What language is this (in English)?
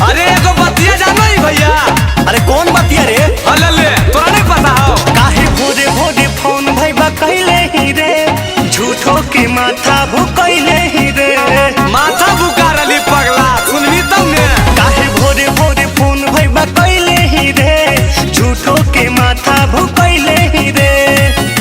Magahi